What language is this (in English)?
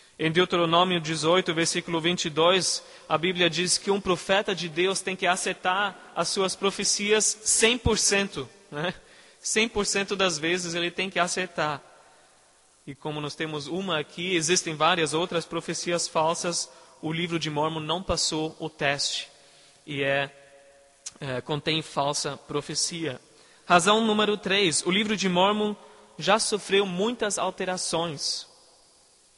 Portuguese